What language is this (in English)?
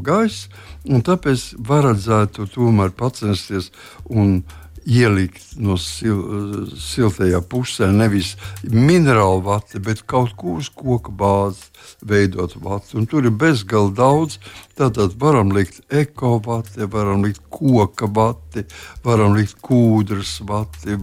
Latvian